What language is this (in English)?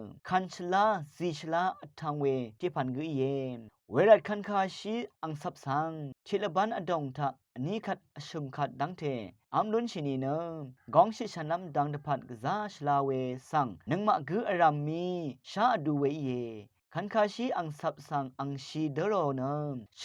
Rawang